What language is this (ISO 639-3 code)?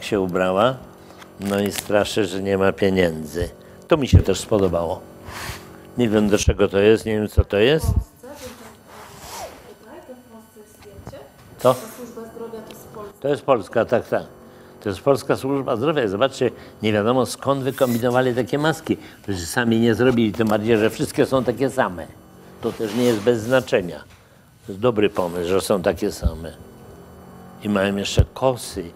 pol